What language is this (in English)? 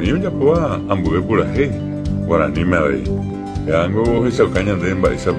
Guarani